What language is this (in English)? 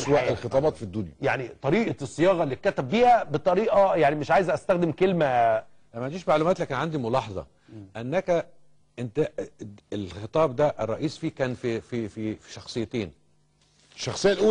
Egyptian Arabic